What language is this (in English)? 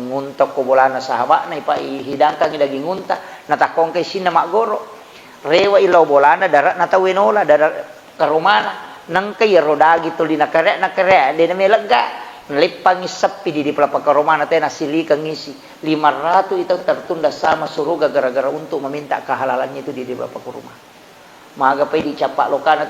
Buginese